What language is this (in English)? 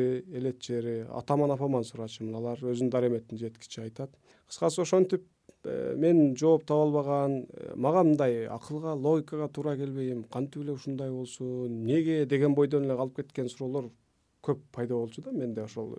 Kyrgyz